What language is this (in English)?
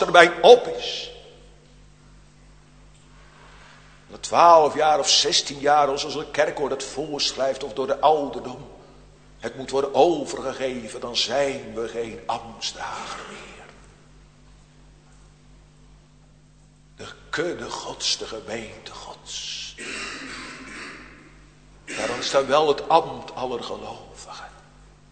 Dutch